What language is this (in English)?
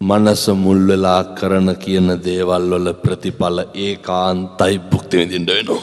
Sinhala